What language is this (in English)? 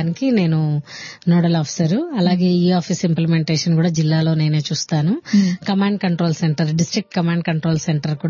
Telugu